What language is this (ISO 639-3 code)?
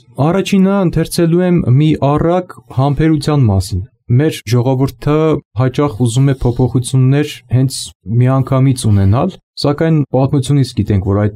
hye